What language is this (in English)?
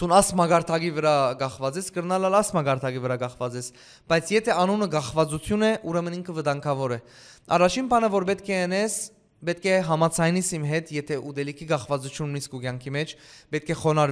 Western Armenian